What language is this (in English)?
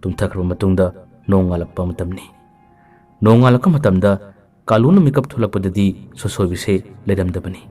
Manipuri